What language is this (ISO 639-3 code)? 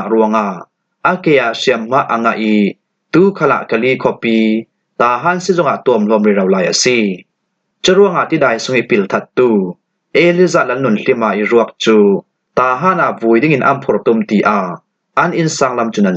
cfm